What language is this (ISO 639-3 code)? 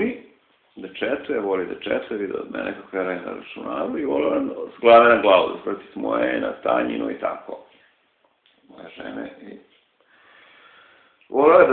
srp